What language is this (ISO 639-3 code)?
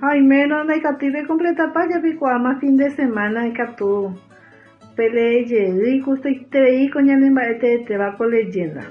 grn